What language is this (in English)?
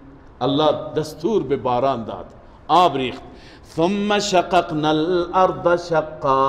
Persian